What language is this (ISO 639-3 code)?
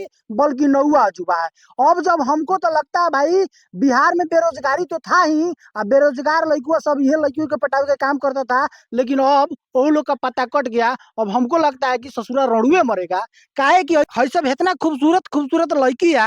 bho